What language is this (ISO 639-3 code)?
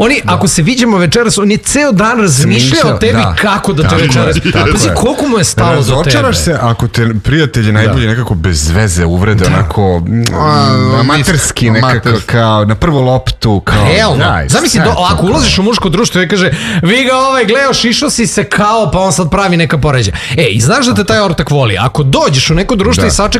srp